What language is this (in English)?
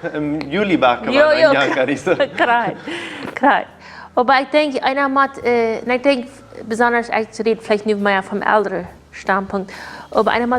Plautdietsch